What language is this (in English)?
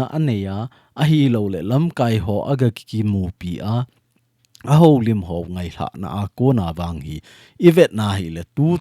Thado Chin